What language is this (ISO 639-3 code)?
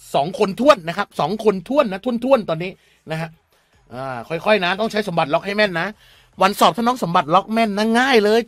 tha